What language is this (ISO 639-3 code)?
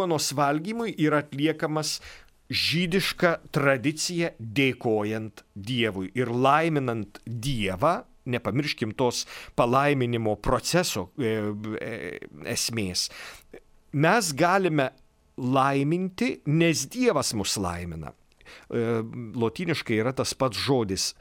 lit